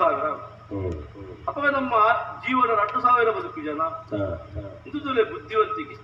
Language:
Tulu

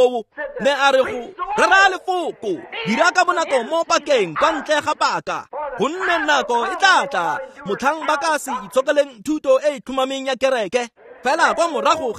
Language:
Tswana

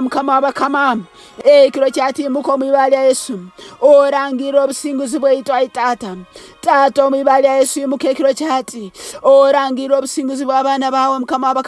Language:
Nyankole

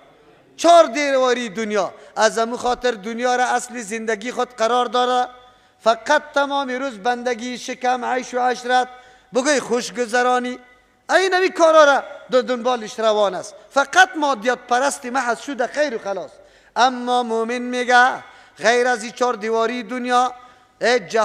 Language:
Persian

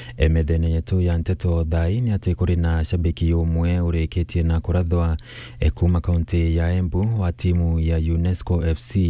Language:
Meru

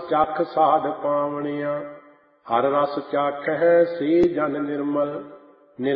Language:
Punjabi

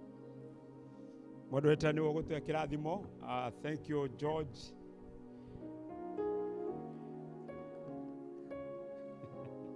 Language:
Kikuyu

